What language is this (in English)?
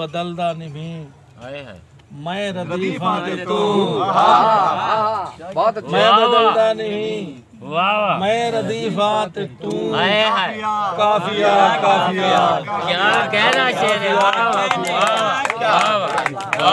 Saraiki